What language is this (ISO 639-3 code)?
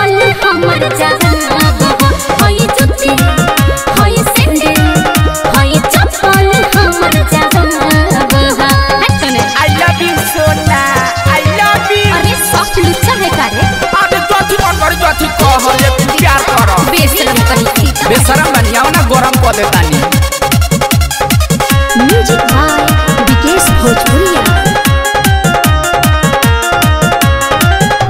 bho